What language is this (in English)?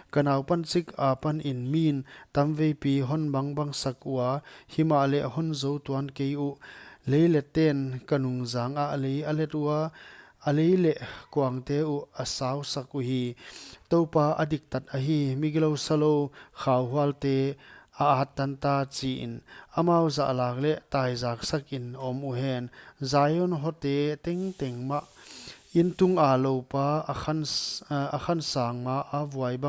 Paite Chin